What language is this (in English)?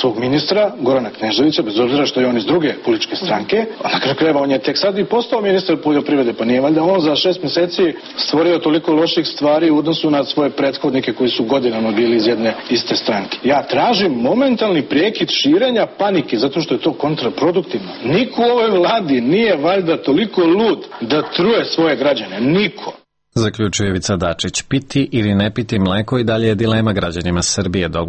Serbian